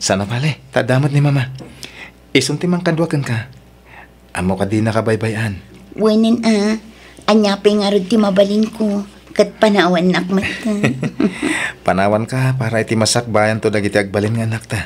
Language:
Iloko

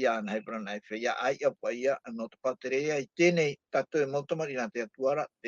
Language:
Tahitian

